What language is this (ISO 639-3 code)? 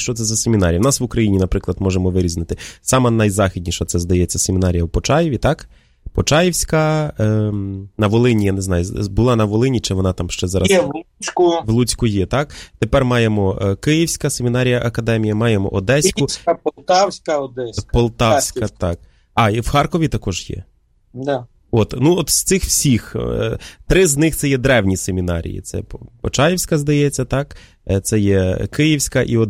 ukr